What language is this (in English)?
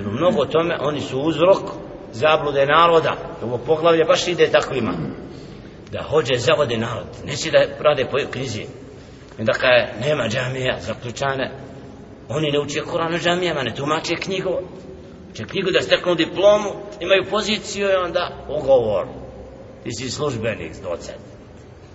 Bosnian